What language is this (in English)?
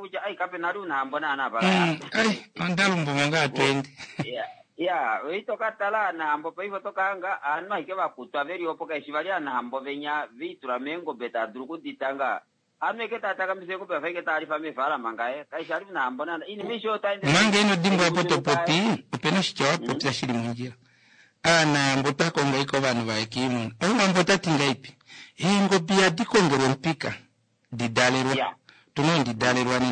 Kuanyama